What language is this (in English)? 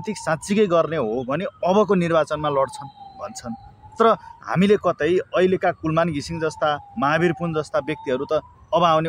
Nepali